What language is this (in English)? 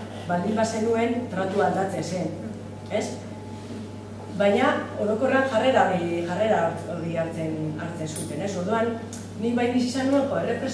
Basque